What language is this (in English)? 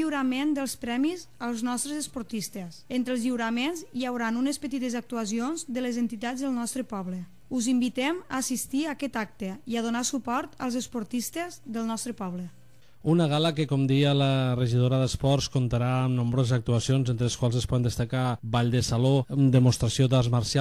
Catalan